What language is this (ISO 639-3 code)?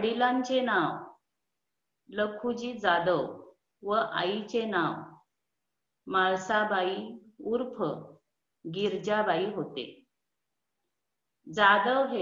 mar